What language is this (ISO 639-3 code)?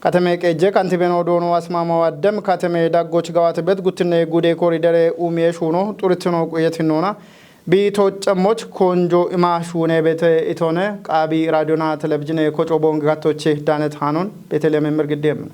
kbr